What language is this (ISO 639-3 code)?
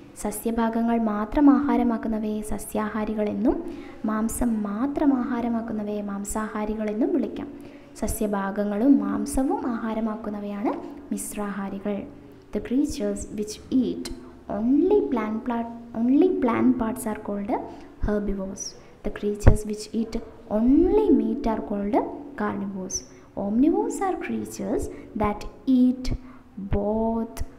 mal